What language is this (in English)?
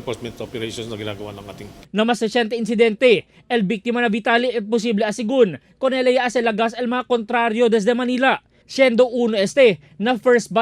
Chavacano